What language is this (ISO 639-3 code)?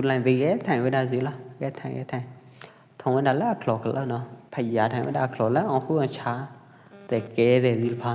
kjp